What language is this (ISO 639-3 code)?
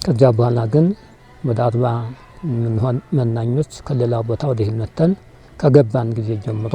amh